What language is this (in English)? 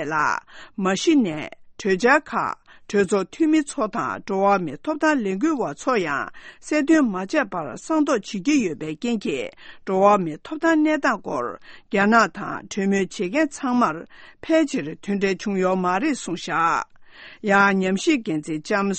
Tibetan